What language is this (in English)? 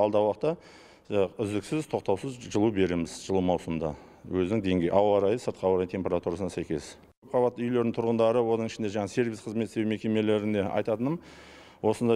Kazakh